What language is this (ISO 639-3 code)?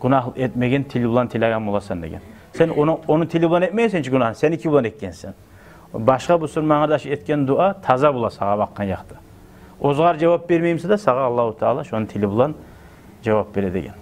kum